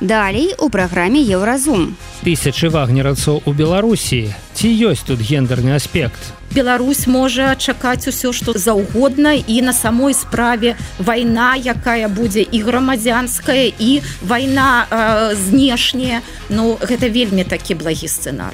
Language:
Belarusian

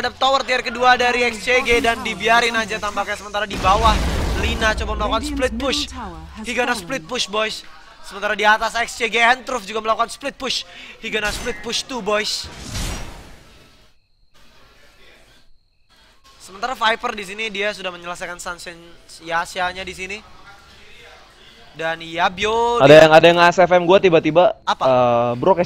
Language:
Indonesian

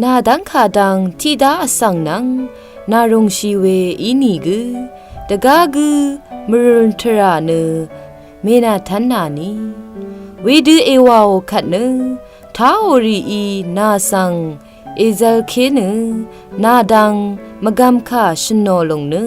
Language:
Rawang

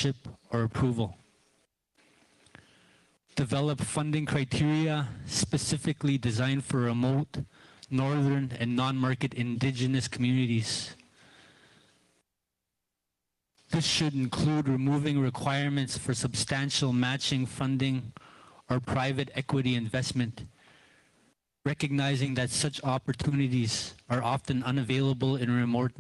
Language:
English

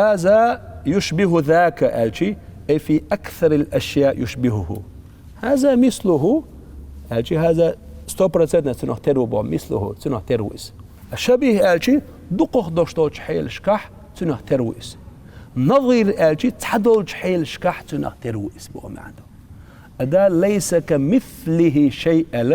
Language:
Chechen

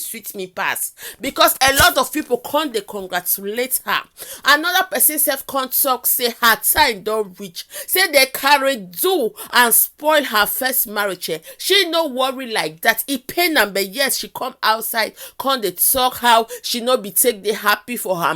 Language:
Nigerian Pidgin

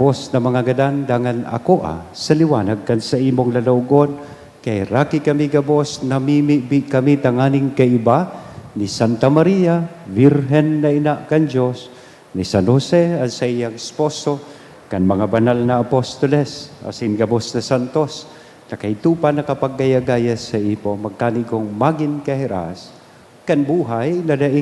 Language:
Bikol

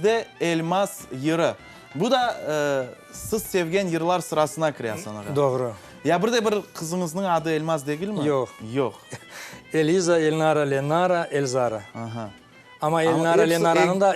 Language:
Crimean Tatar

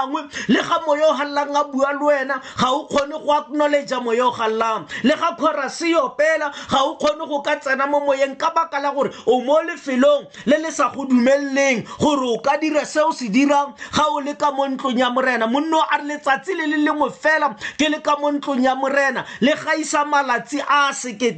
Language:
Tswana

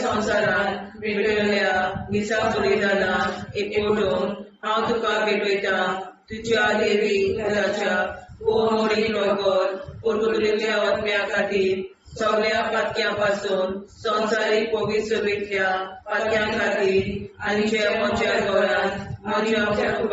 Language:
Konkani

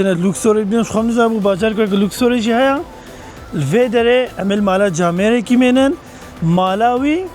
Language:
Kurdish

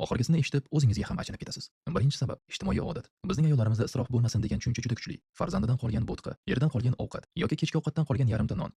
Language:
Uzbek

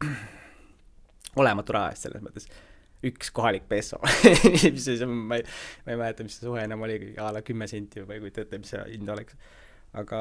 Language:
Estonian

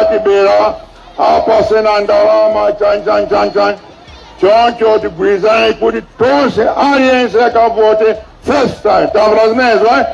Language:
Nyanja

